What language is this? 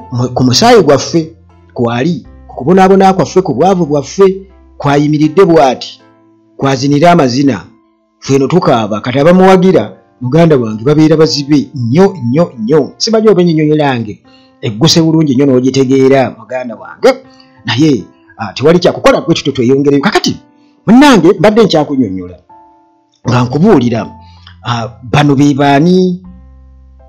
Ganda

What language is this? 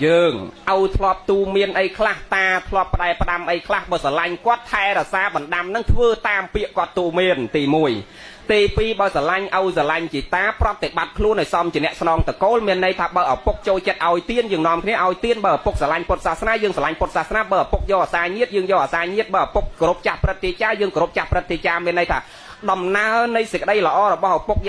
Khmer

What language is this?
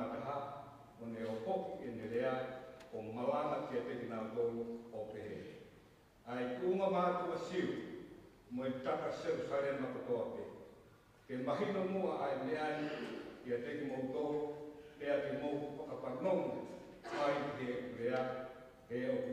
Tongan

